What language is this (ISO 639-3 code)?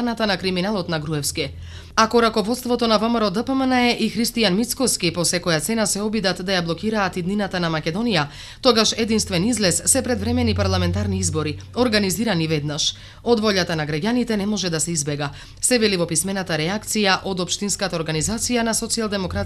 mkd